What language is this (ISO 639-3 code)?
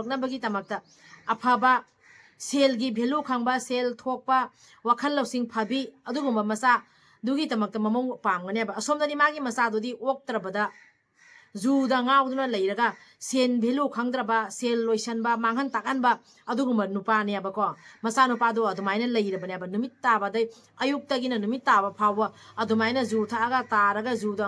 mni